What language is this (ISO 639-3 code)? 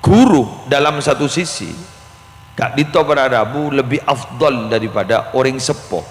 mad